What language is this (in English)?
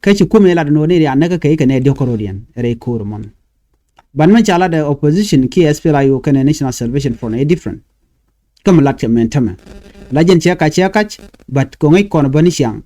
Nuer